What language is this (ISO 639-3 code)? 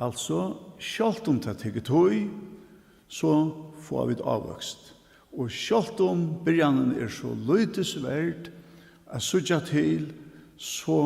fao